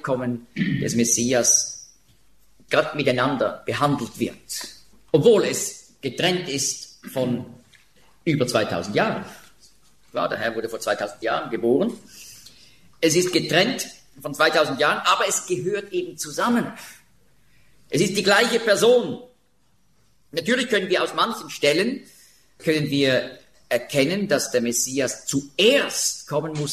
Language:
German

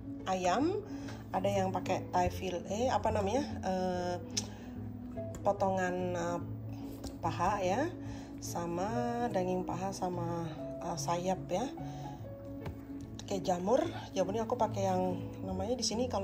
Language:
Indonesian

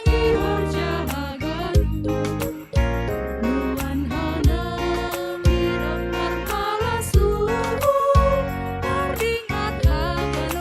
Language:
Batak Simalungun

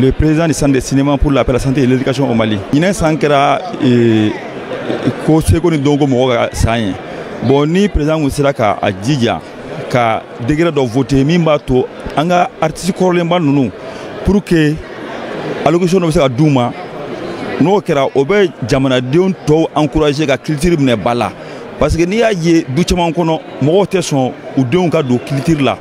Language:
Bambara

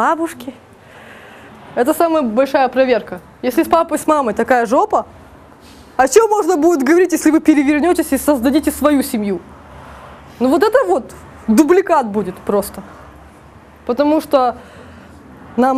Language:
Russian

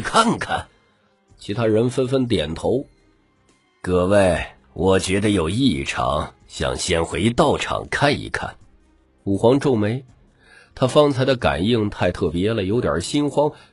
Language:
Chinese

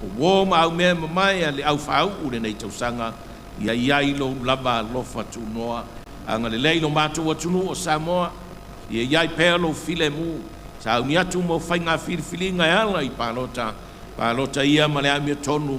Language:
Samoan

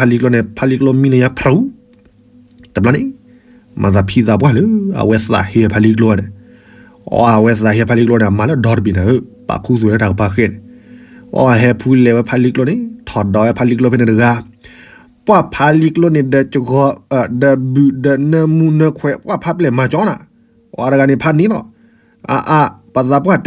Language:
S'gaw Karen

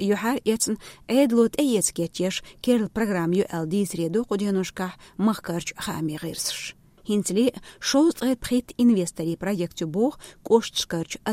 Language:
Chechen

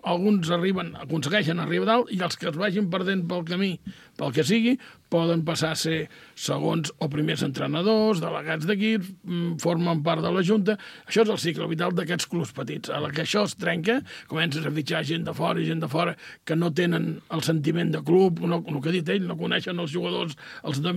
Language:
Catalan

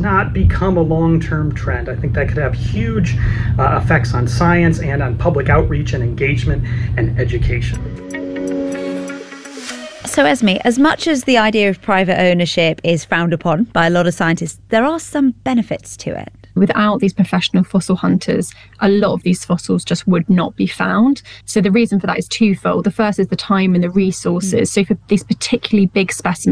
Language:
English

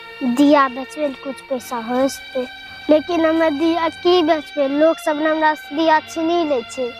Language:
Angika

